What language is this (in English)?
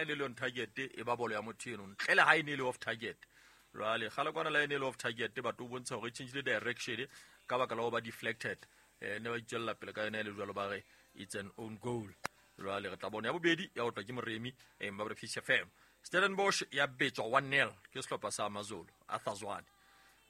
Southern Sotho